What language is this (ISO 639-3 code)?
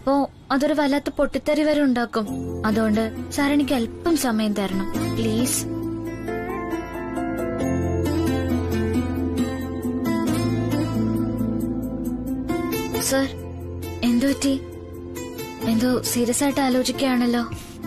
mal